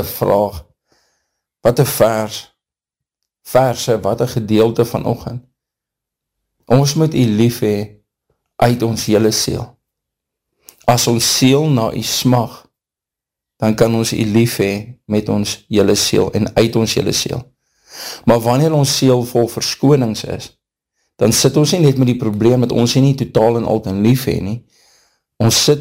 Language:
Afrikaans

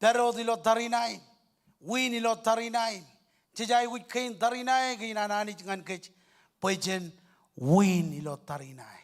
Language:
Marshallese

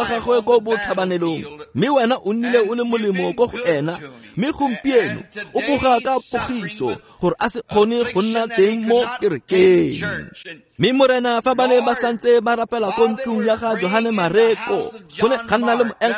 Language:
Tswana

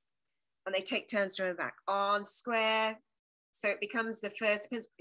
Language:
English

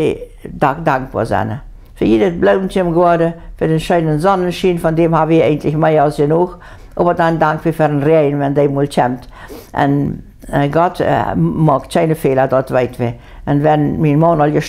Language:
Plautdietsch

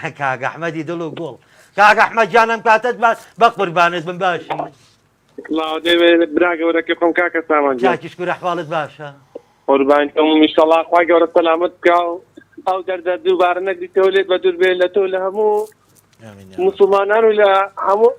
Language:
Central Kurdish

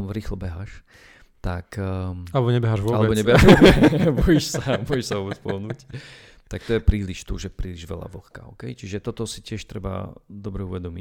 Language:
Slovak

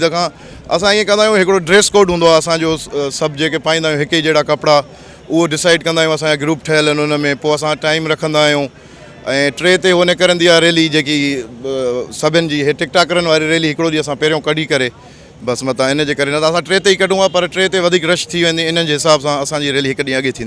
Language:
Sindhi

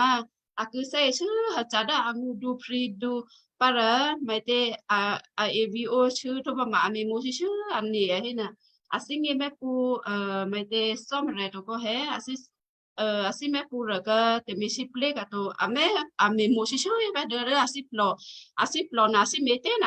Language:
Western Kayah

